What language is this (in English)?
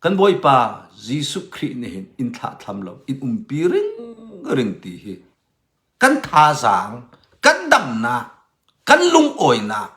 Hakha Chin